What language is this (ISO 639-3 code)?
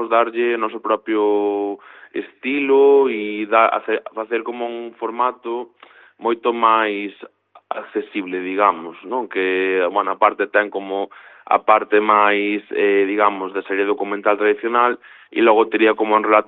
glg